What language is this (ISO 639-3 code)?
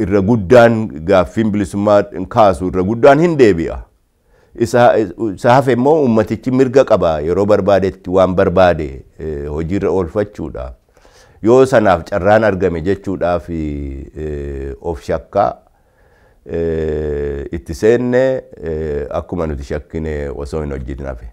orm